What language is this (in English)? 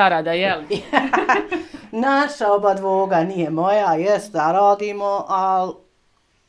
Bosnian